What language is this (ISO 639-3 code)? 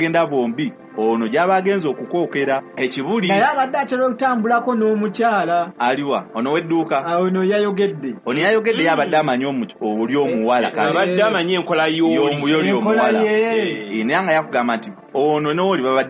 lug